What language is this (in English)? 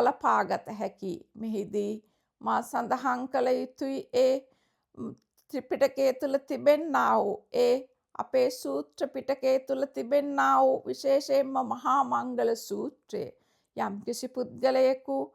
Sinhala